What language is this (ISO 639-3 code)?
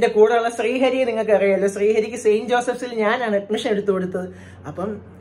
mal